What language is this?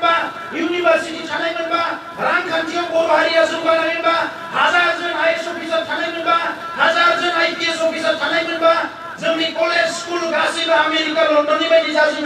Bodo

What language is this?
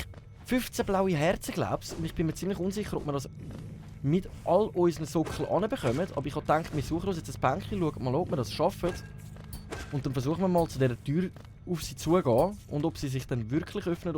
Swiss German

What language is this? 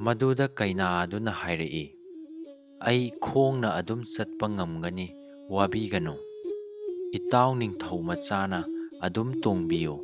Manipuri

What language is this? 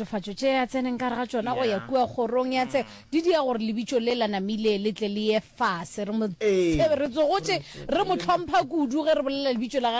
Northern Sotho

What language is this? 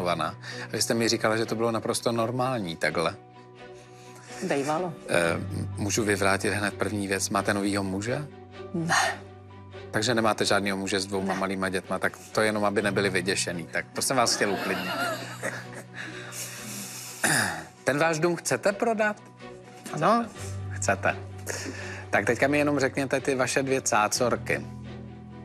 Czech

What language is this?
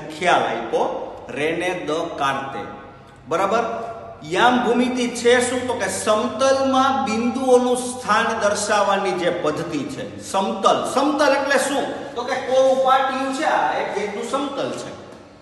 Gujarati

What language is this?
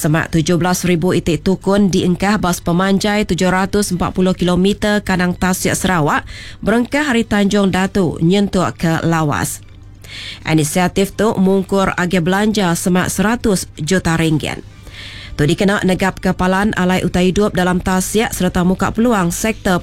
Iban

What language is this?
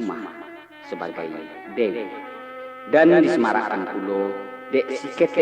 Minangkabau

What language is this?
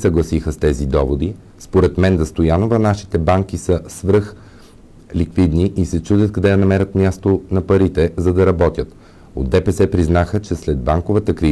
Bulgarian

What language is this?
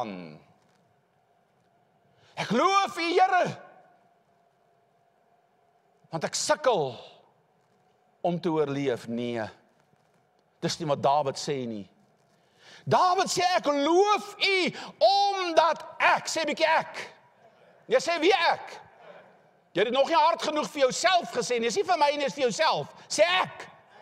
Afrikaans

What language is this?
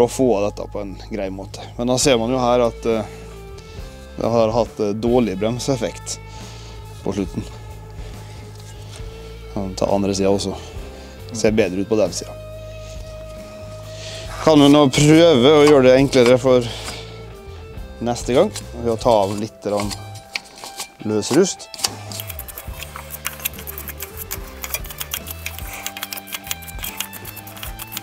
Norwegian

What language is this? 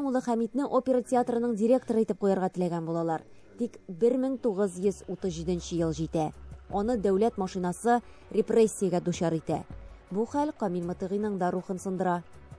Tatar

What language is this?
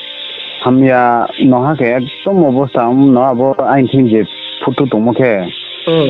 Riang (India)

